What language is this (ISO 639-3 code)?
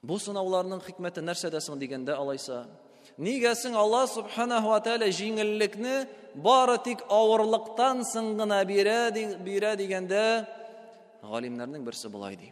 tat